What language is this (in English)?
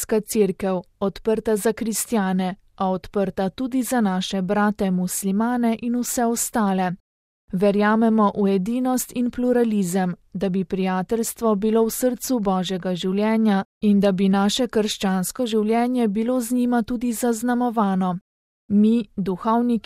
Slovenian